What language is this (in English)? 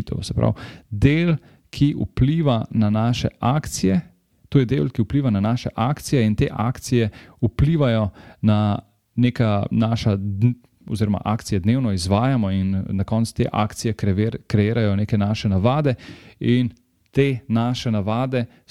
Slovenian